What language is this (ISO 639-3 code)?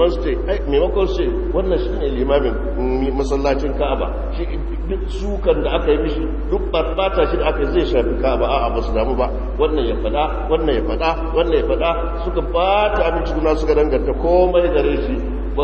hau